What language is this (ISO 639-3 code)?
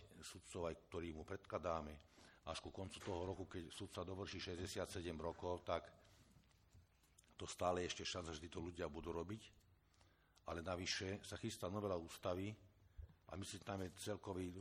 slk